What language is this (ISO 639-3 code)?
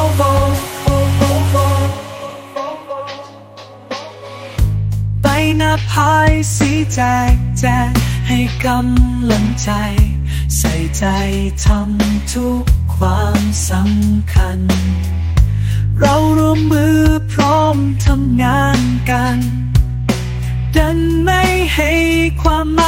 tha